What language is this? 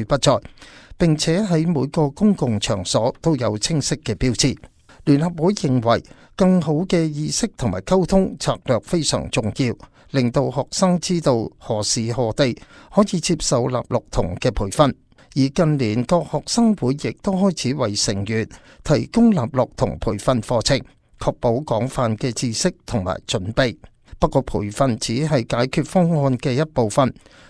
Cantonese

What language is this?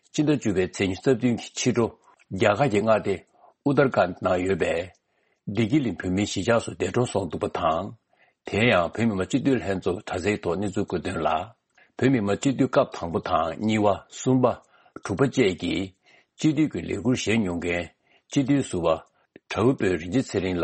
Tibetan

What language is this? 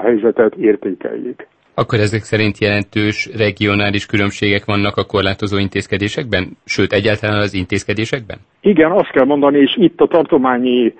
Hungarian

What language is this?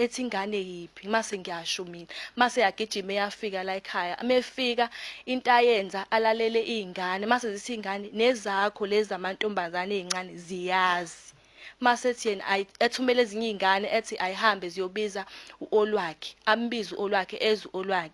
Zulu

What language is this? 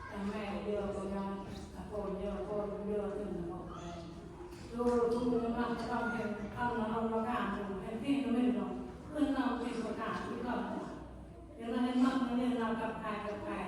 Central Mnong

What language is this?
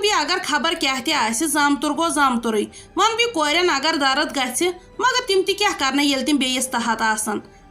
Kashmiri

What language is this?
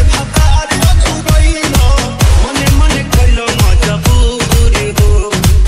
Bhojpuri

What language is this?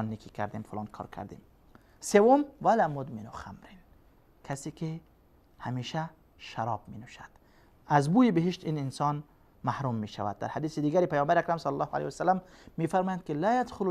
Persian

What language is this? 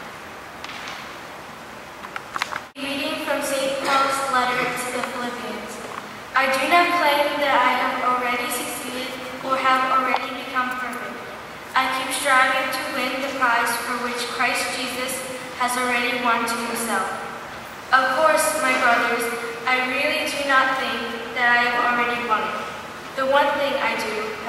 English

